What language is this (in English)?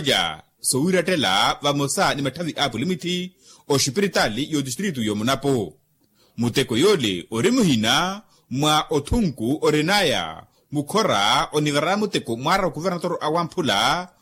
Makhuwa